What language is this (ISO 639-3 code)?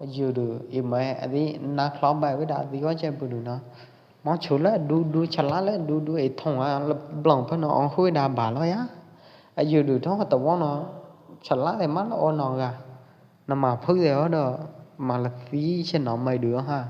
kjp